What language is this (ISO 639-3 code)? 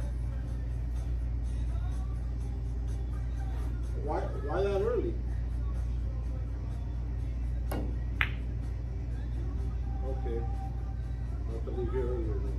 eng